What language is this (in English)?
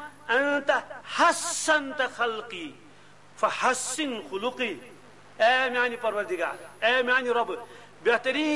Kashmiri